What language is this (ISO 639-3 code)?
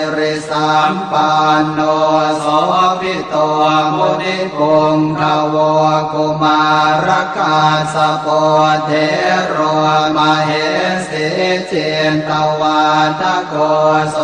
pli